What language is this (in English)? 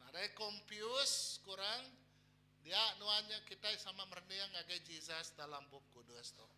Iban